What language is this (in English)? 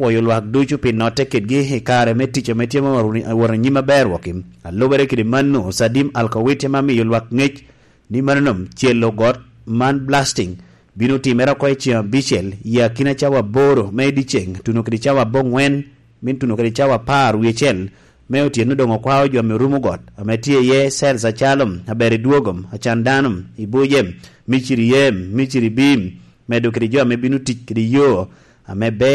Lango (Uganda)